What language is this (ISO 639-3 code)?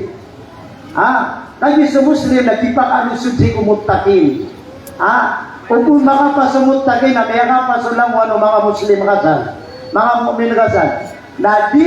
mrw